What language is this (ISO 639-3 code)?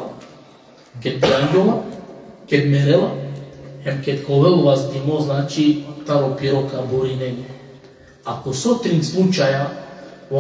rmn